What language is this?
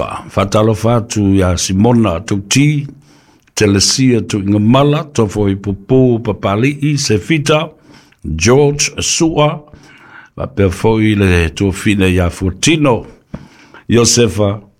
Samoan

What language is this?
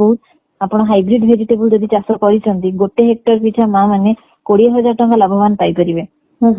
Odia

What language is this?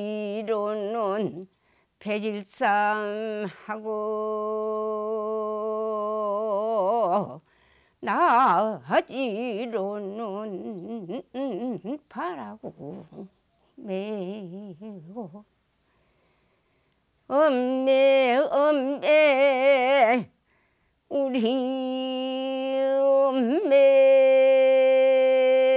Korean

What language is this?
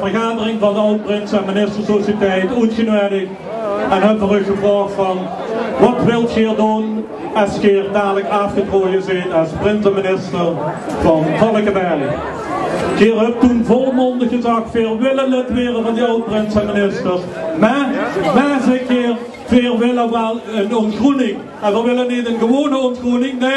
Limburgish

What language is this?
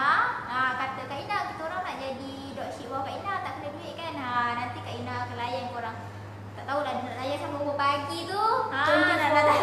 Malay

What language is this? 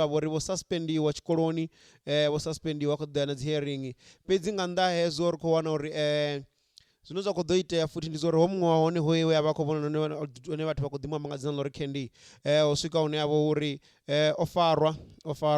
Venda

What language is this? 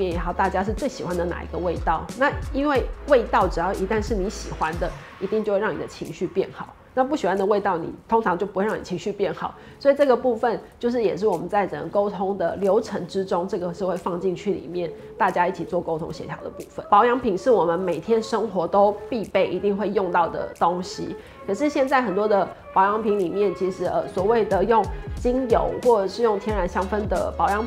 Chinese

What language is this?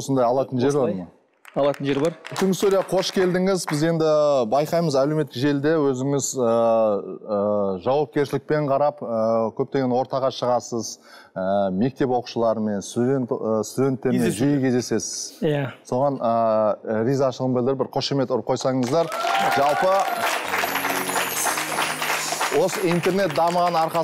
Kazakh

